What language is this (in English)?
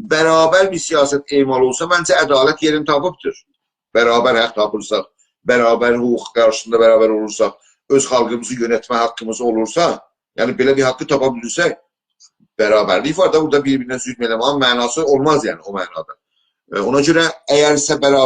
South Azerbaijani